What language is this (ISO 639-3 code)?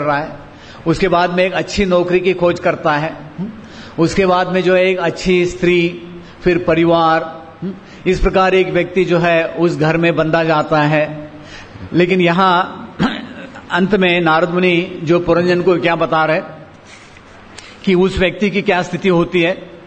hin